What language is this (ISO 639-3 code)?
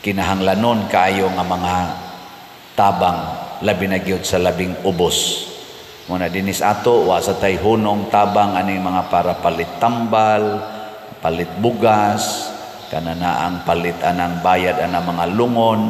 ceb